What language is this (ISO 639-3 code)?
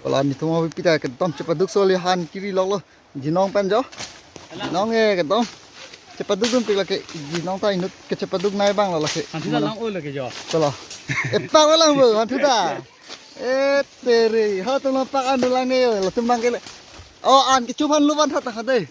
mjw